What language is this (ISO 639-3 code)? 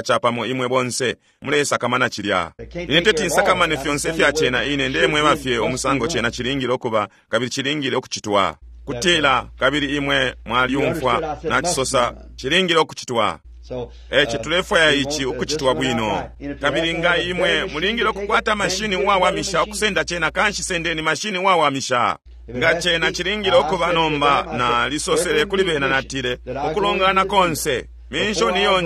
bem